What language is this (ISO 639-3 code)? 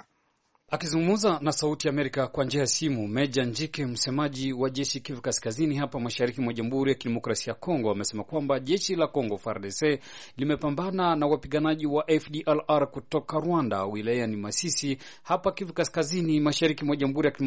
swa